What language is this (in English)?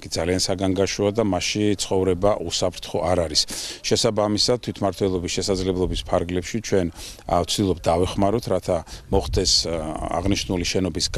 Georgian